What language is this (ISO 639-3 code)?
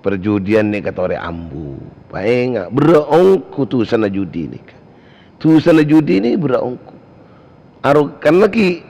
mad